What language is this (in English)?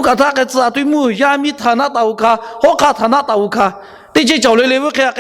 Lahu